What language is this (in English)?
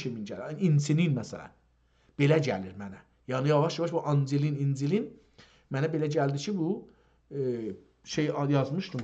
South Azerbaijani